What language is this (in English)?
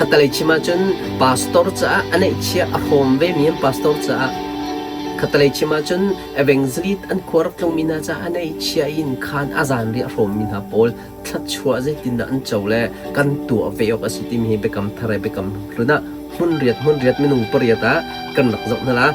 Hakha Chin